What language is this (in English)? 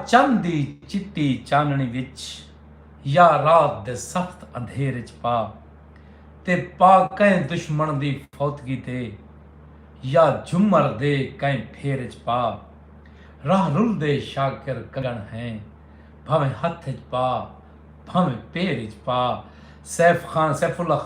Saraiki